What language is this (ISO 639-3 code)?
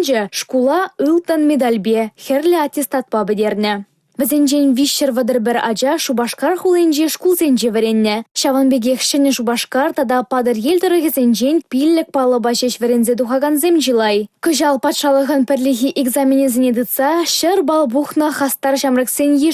chv